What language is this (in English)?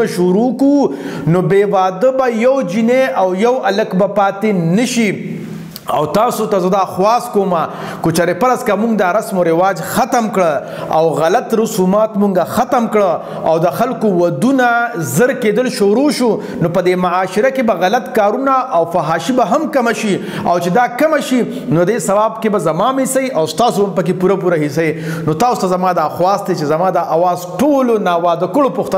Pashto